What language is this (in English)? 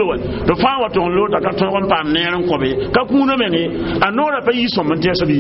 Mossi